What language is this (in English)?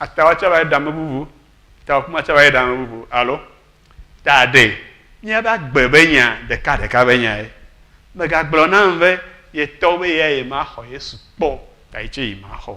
Ewe